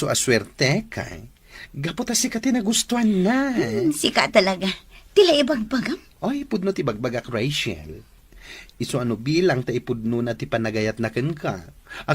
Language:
Iloko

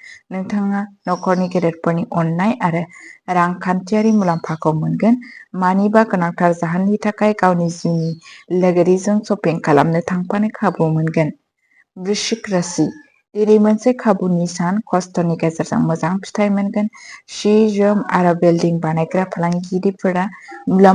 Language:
Bodo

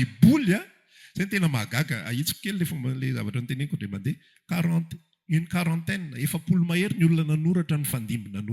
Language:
Malagasy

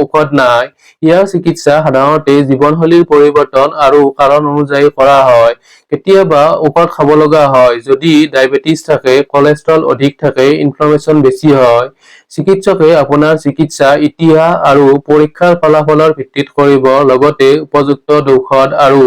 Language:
Assamese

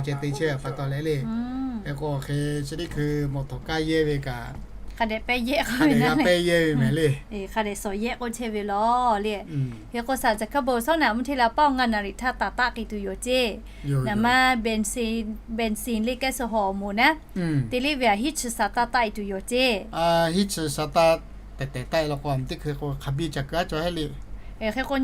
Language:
Lahu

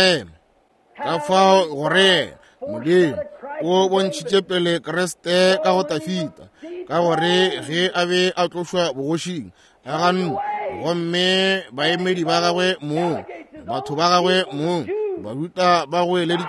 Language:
Northern Sotho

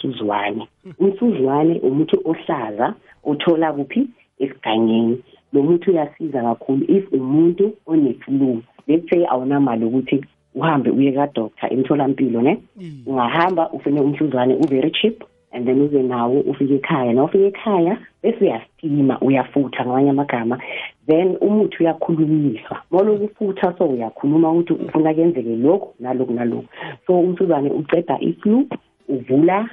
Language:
South Ndebele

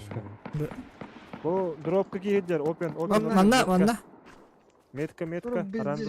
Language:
Yakut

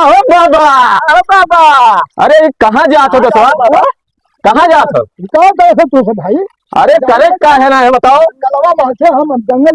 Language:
Awadhi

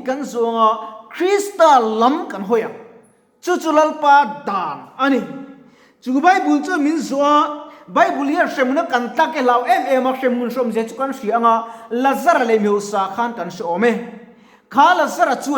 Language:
Mizo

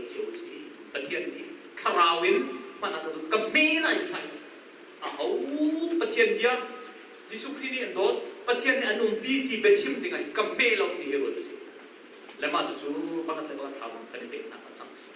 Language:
Hakha Chin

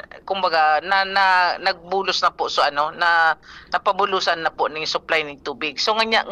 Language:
Bikol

